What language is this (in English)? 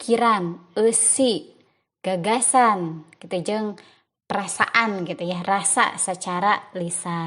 Sundanese